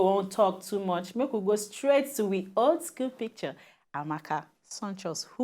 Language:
Nigerian Pidgin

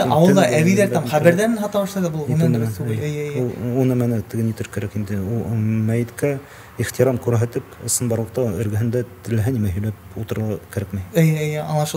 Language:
Bashkir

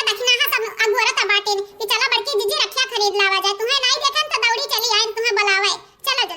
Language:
Awadhi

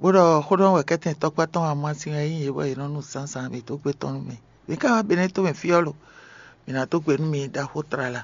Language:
Fon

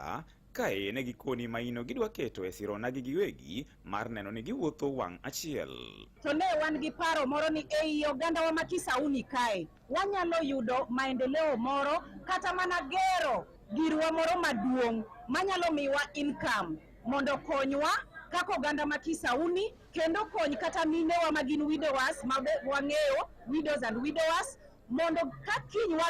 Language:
Luo (Kenya and Tanzania)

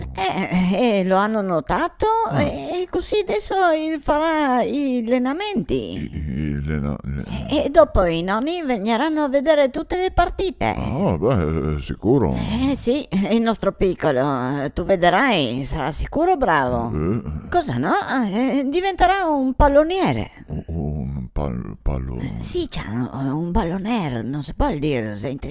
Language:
Venetian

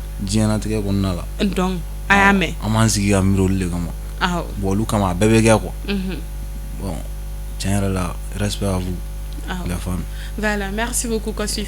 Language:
Bambara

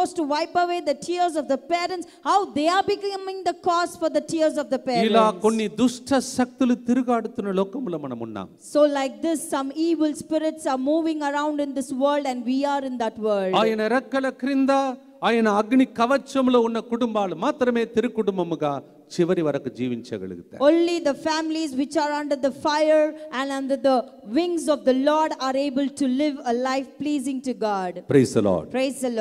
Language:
Telugu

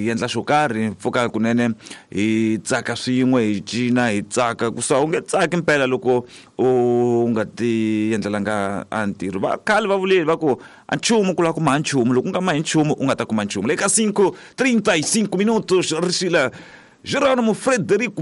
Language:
Tsonga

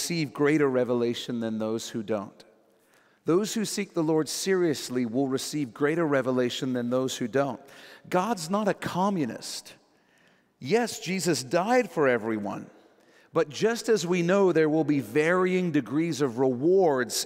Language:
English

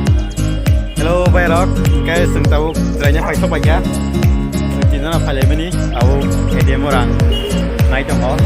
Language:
Kok Borok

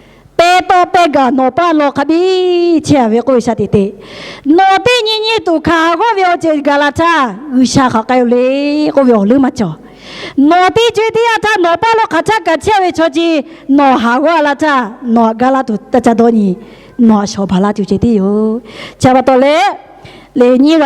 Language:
Lahu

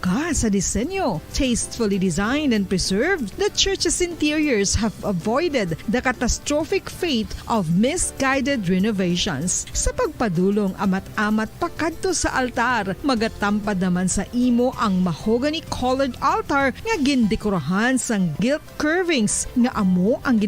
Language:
Hiligaynon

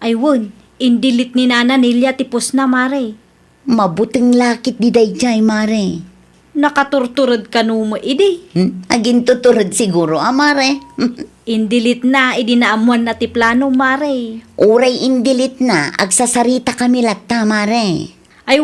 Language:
Iloko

